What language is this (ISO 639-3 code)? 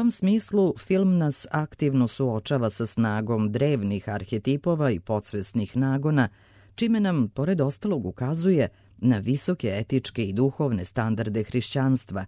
srp